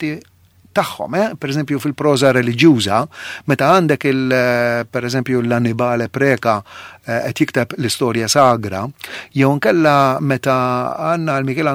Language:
Maltese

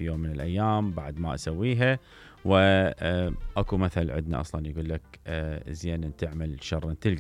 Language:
Mesopotamian Arabic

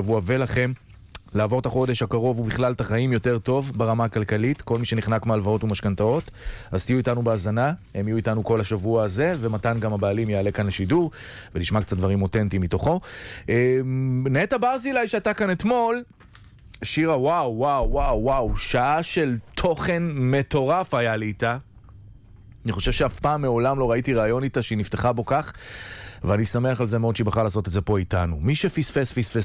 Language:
Hebrew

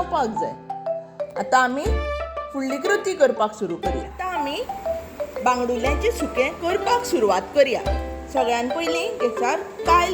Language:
Konkani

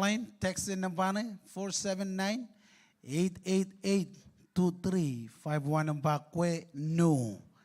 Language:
Marshallese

